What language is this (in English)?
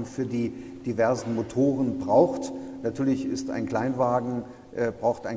German